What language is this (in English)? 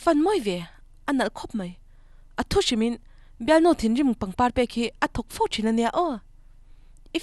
Mizo